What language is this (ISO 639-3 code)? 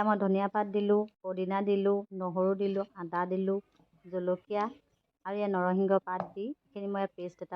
asm